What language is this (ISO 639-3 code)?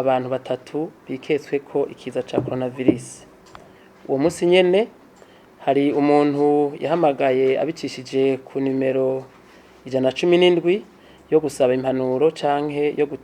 run